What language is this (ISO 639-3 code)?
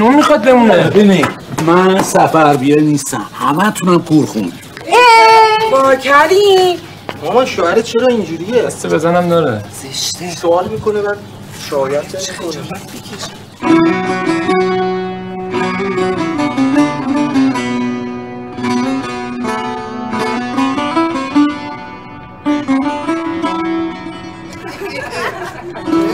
fas